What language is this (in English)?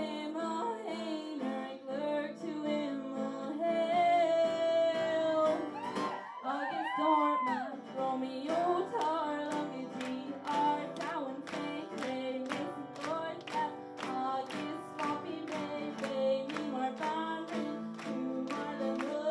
Irish